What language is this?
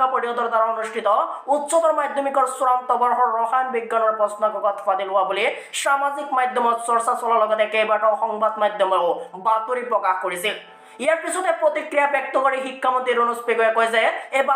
Assamese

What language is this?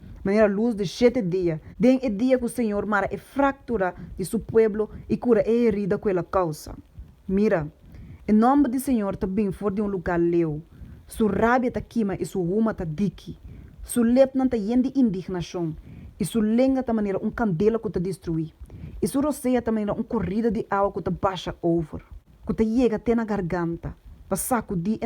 Papiamento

